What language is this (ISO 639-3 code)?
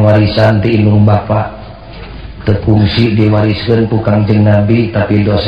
sun